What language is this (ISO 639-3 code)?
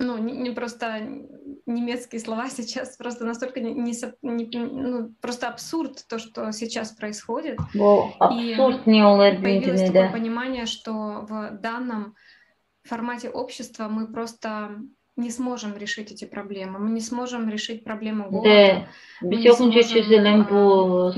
gag